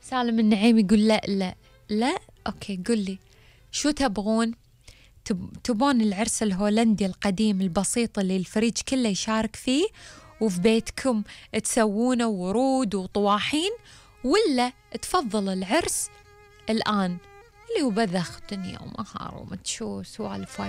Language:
Gulf Arabic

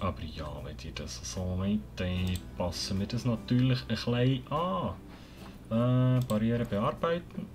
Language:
Swiss German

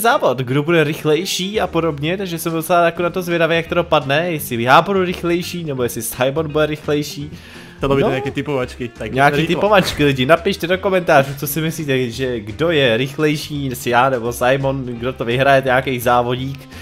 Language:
Czech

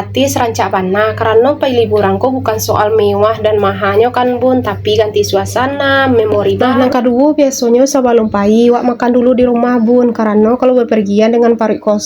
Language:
Minangkabau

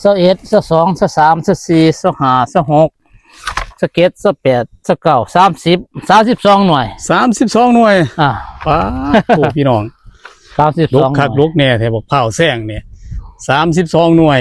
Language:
Northeastern Thai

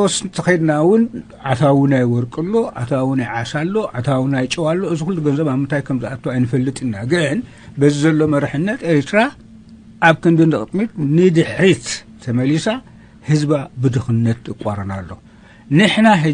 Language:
Tigrinya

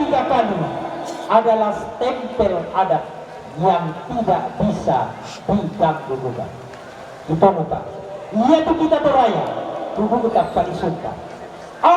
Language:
Toraja-Sa'dan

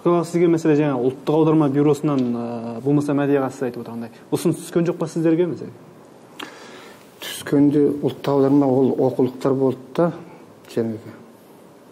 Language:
Kazakh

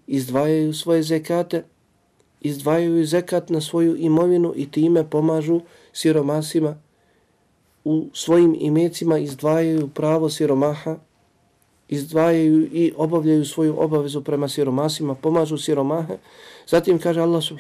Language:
Bosnian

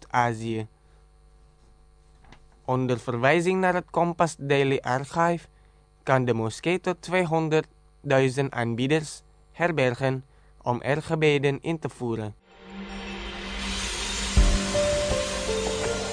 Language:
Dutch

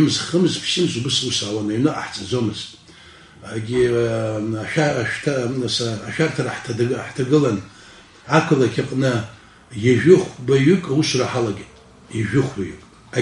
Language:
Abkhazian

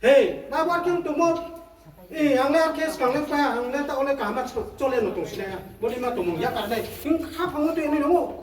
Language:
Riang (India)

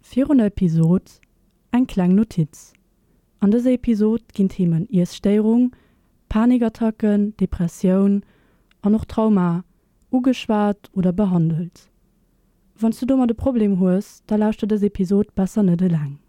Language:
Luxembourgish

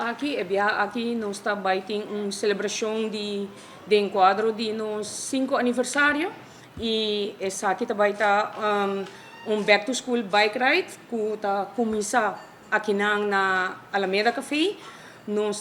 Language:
Papiamento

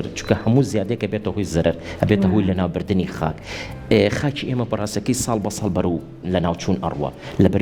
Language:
Central Kurdish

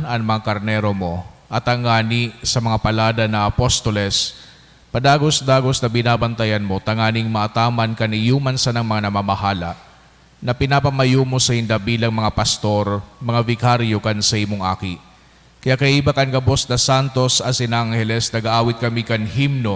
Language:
Bikol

